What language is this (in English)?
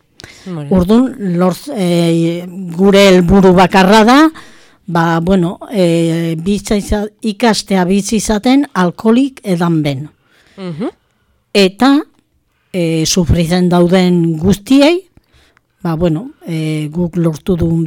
Basque